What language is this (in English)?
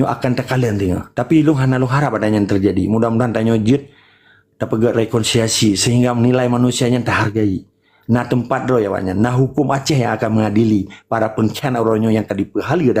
Achinese